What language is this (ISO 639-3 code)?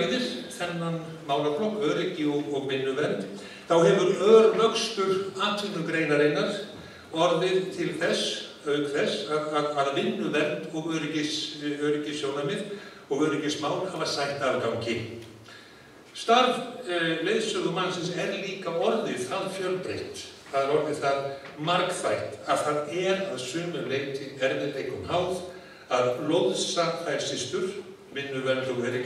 isl